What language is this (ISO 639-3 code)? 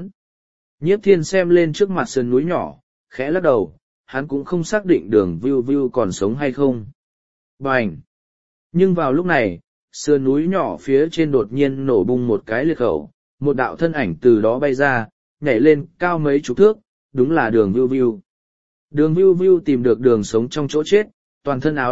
vie